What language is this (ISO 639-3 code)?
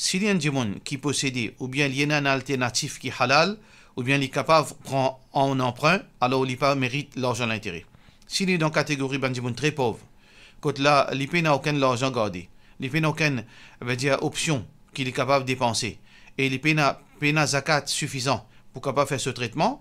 mfe